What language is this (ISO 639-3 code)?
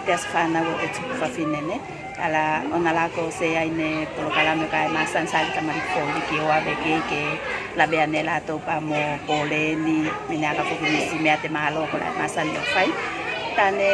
tvl